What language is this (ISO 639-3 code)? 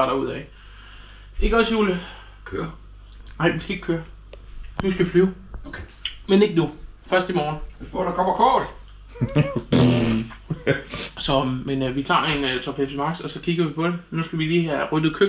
dan